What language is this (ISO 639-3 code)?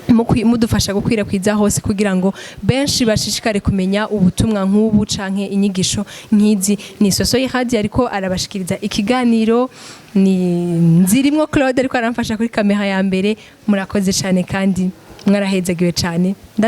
run